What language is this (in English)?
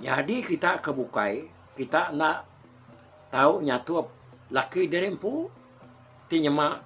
Iban